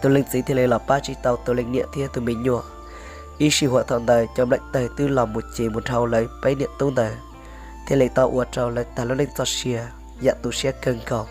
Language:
Hmong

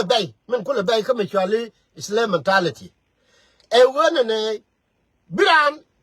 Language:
Nuer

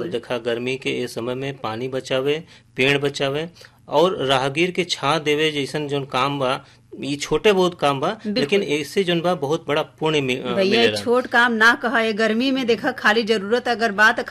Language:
Bhojpuri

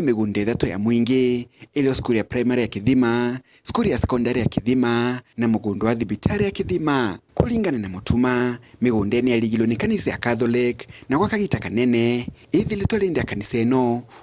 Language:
Meru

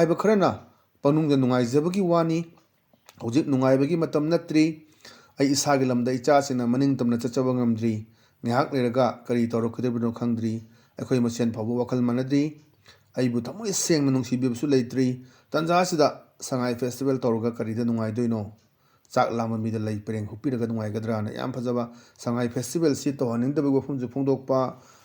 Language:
Manipuri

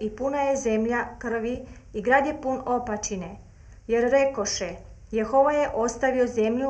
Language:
Croatian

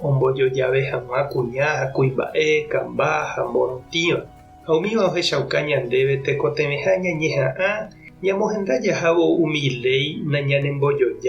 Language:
Guarani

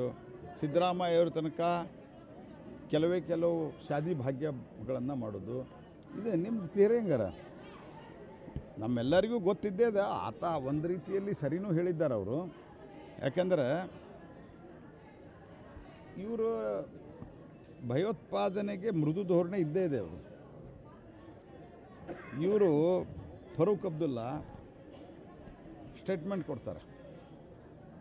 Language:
Kannada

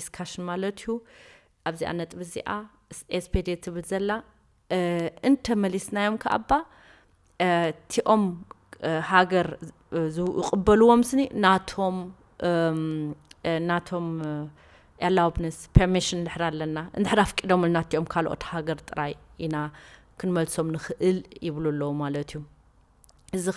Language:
Tigrinya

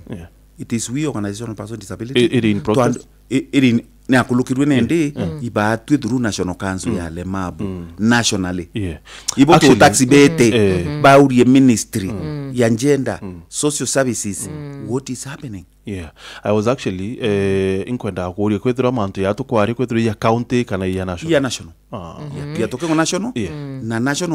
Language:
Meru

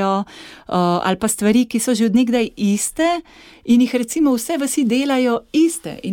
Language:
Slovenian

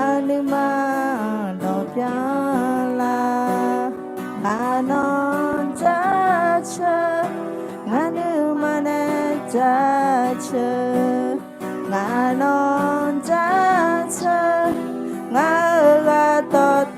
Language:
Akha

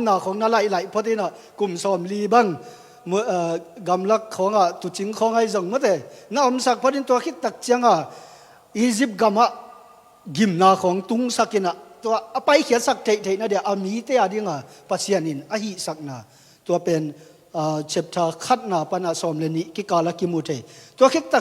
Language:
Tedim Chin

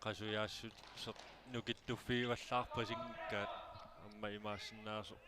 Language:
Kalaallisut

